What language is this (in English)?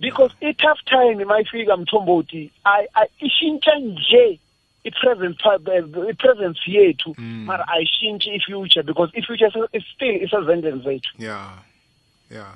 South Ndebele